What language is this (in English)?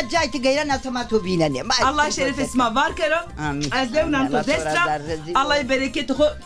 Zaza